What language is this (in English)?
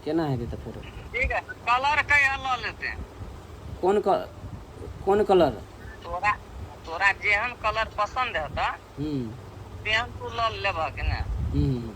Maithili